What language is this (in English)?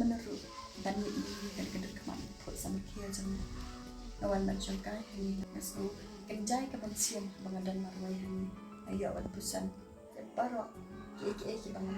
Khasi